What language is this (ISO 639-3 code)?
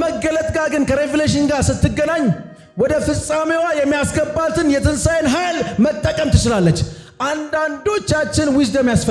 amh